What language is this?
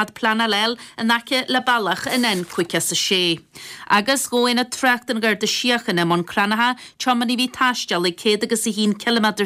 Irish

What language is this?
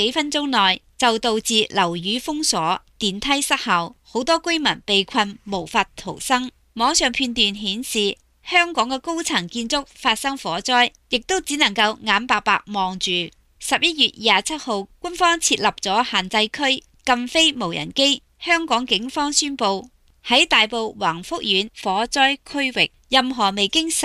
Cantonese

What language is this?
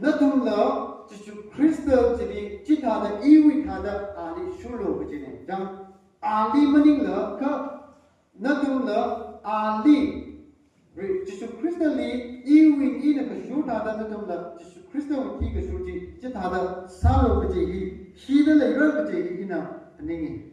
Tangkhul Naga (India)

